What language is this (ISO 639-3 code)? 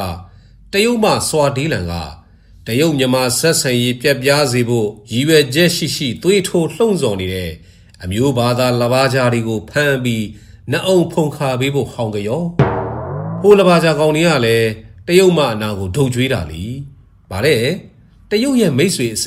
mya